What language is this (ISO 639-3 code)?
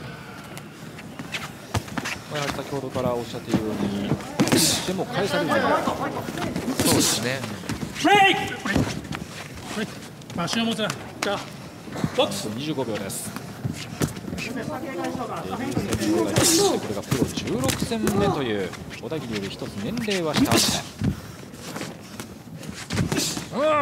jpn